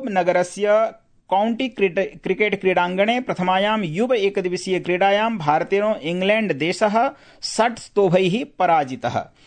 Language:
Sanskrit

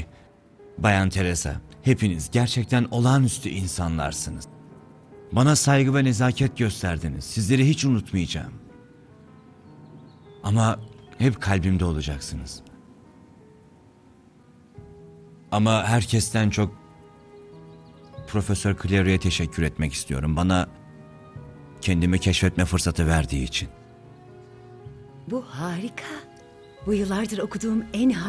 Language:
Turkish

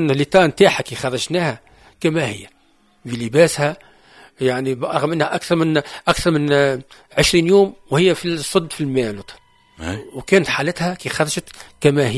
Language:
Tunisian Arabic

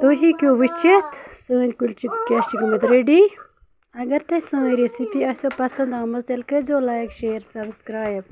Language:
Kashmiri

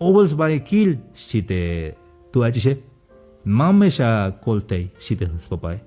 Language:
Tzeltal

